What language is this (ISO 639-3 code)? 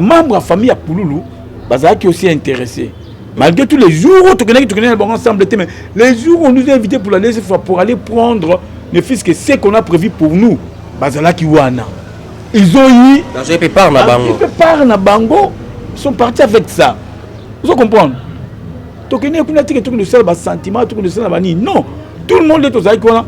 lin